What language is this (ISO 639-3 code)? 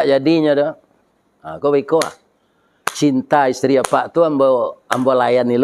min